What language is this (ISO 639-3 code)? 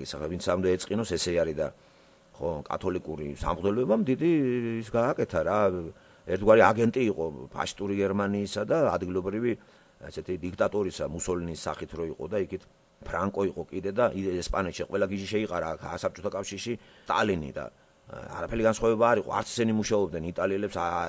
kat